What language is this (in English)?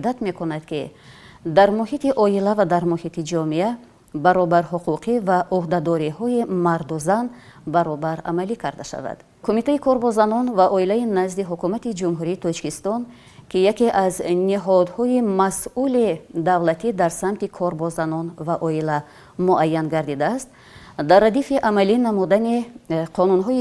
Tajik